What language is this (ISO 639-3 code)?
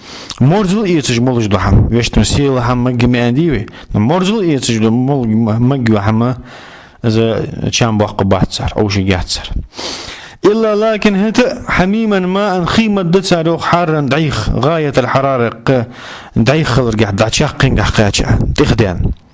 inh